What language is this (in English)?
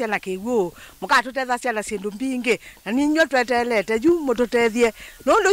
Kamba